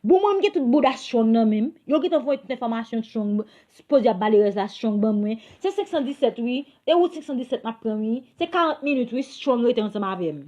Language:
Haitian Creole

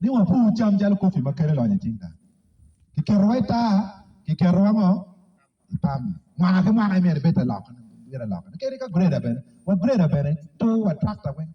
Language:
Acoli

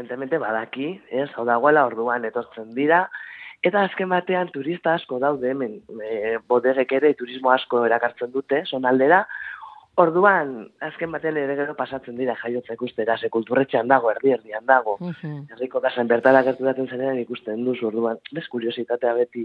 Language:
Basque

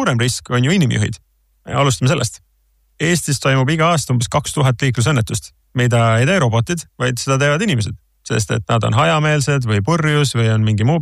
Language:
Estonian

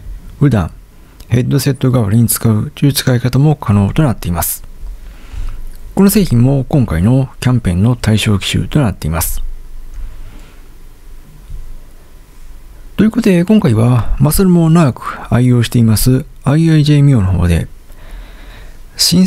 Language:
Japanese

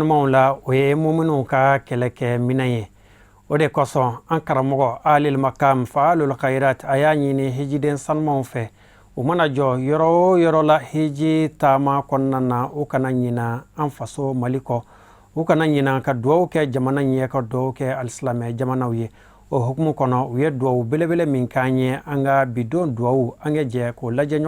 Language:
Bambara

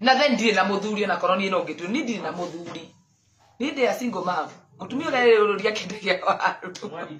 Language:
Kikuyu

